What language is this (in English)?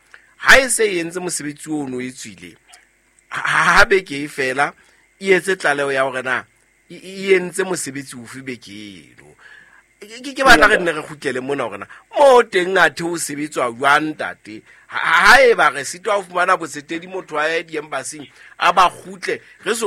Southern Sotho